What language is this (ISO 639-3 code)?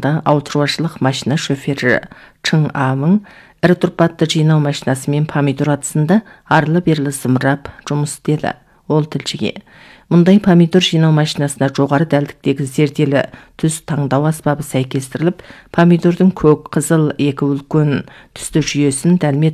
kaz